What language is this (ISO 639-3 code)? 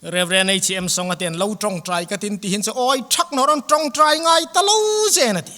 hmr